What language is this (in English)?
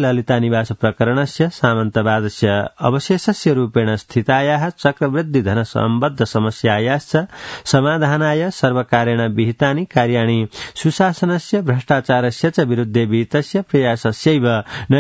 Sanskrit